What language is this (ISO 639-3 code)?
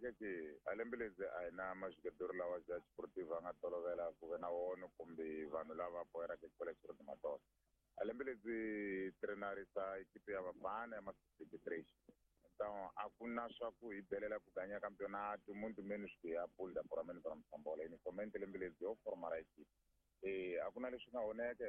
tso